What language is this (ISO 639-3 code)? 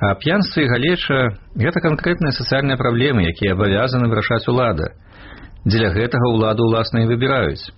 bel